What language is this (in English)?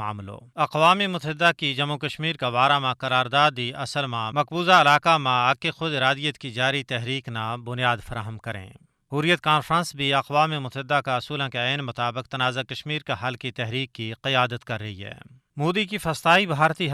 Gujari